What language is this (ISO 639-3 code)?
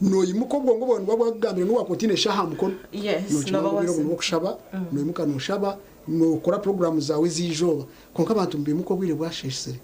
nyn